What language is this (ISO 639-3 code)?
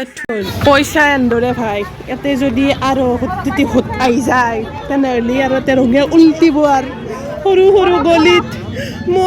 asm